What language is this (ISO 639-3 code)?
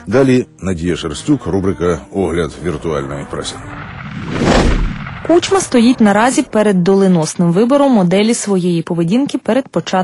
ukr